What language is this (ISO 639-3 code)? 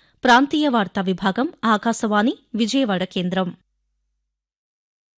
tel